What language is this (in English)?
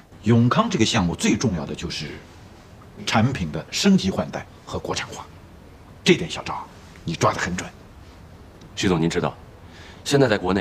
Chinese